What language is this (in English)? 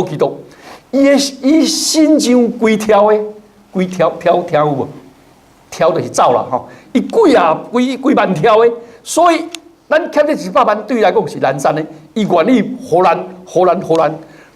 Min Nan Chinese